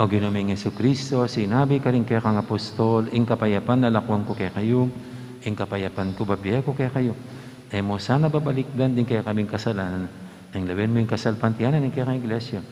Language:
Pampanga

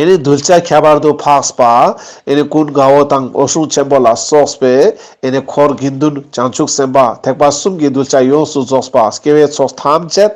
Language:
Ladakhi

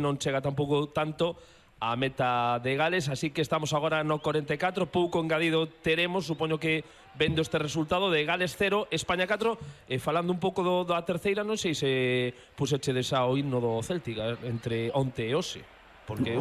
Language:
Galician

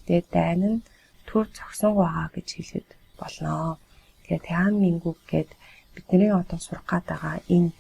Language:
Mongolian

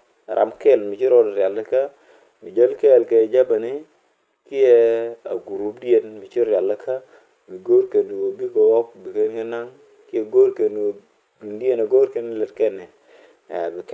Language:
Nuer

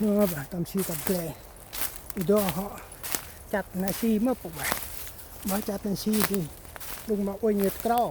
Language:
Central Mnong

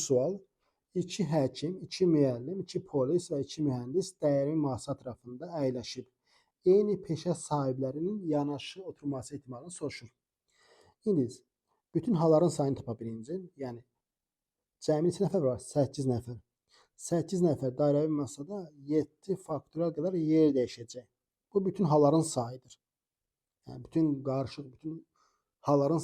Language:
Azerbaijani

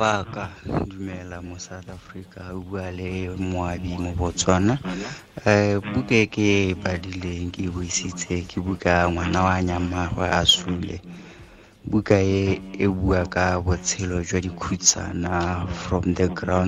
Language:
Tswana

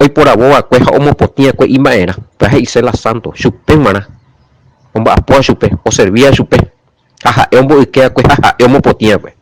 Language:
Guarani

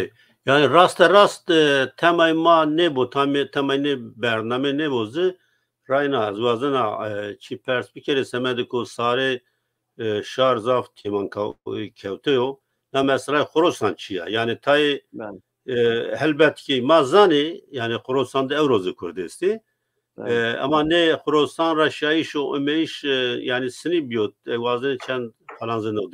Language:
Zaza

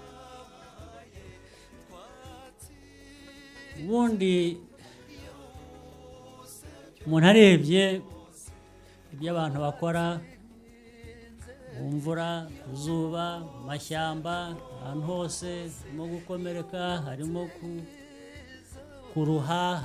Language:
Kinyarwanda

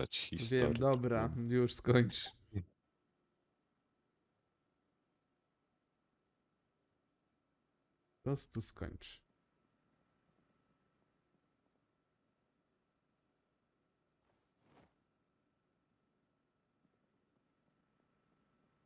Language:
Polish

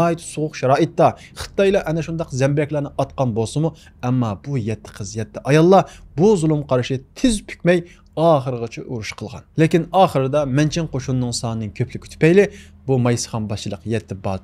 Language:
Uyghur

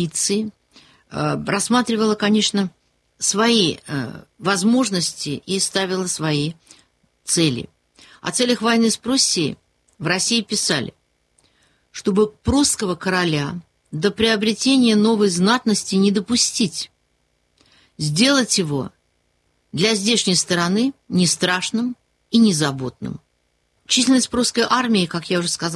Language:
Russian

